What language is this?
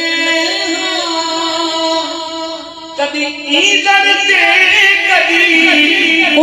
Saraiki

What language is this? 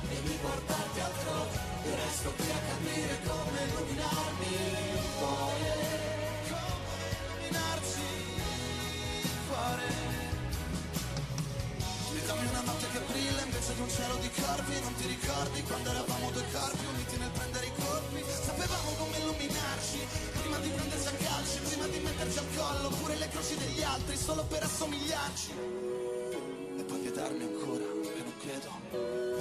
Italian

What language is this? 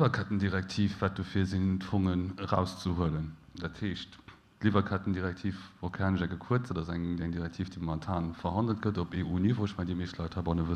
Luxembourgish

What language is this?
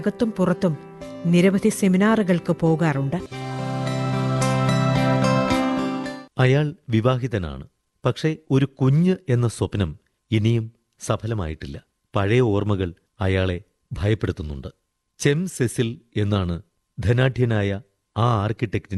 Malayalam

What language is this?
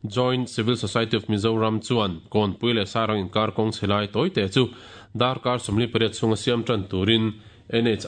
Mizo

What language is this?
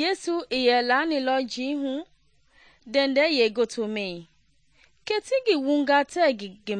Mende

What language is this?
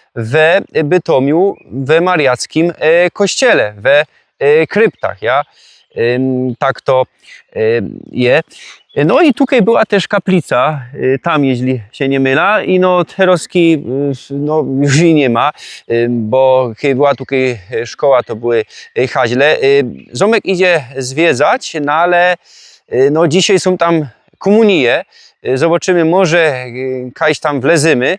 Silesian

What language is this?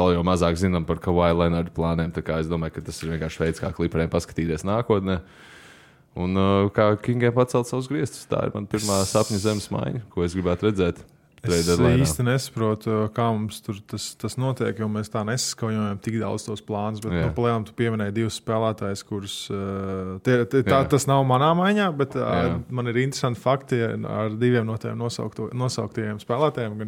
Latvian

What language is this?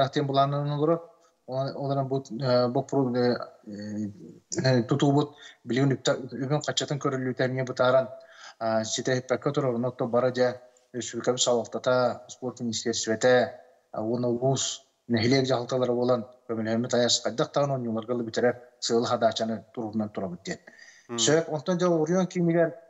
Yakut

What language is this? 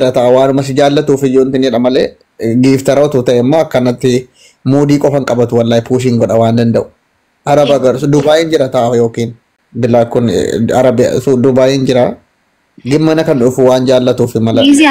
Oromo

